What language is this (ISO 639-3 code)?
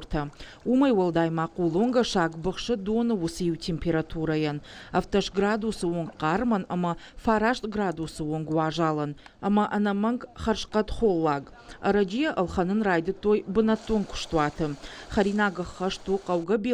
oss